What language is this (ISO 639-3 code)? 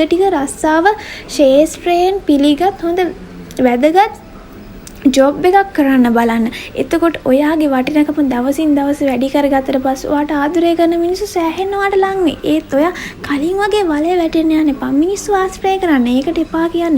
sin